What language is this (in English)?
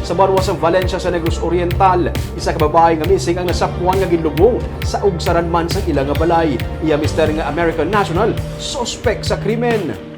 Hiligaynon